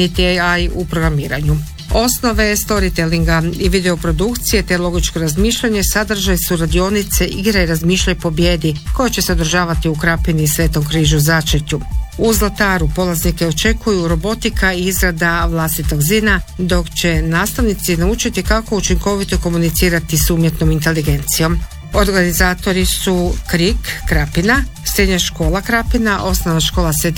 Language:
Croatian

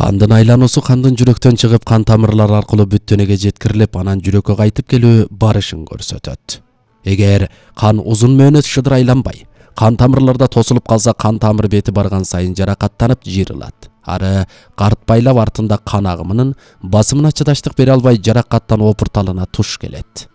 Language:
Kyrgyz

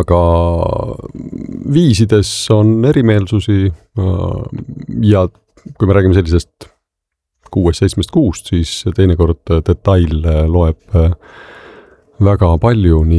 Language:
Estonian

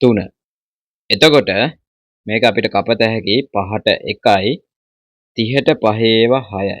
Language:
Sinhala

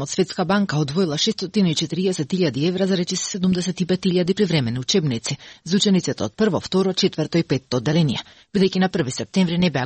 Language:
Macedonian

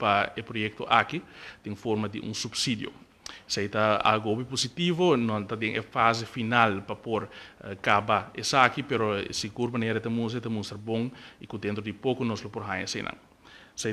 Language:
Papiamento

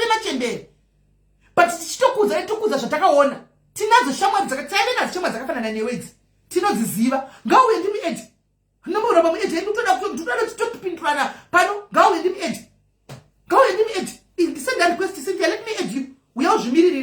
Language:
Shona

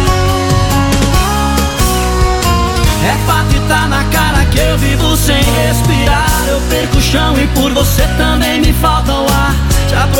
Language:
Portuguese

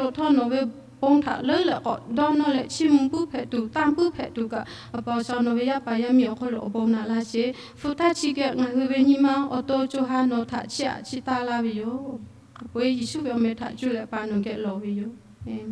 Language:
Lahu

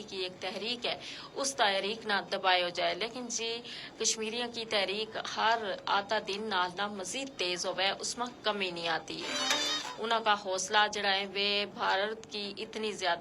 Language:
Gujari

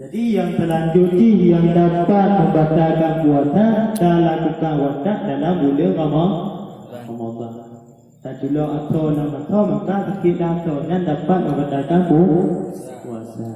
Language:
Achinese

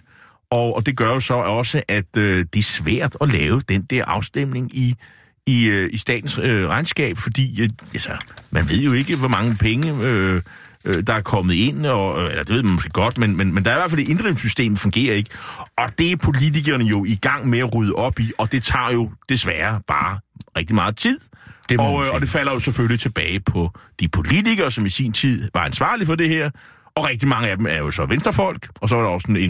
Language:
Danish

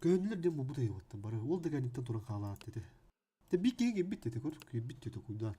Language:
Yakut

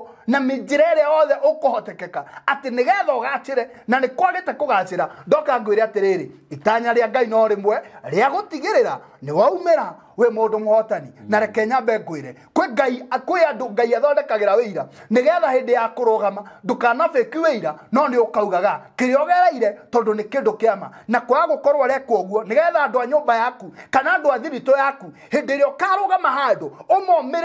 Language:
Kikuyu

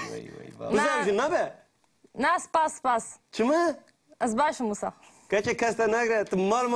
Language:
Kurdish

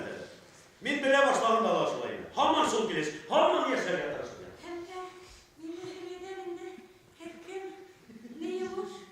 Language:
Bashkir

